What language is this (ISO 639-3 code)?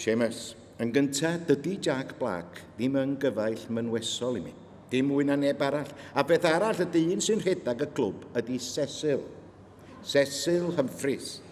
cym